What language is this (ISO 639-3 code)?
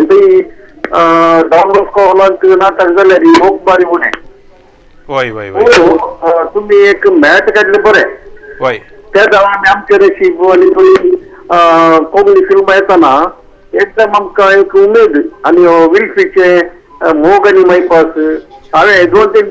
kok